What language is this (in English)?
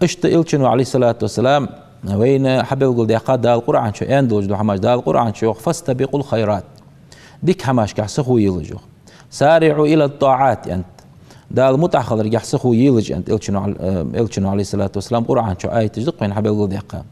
Ingush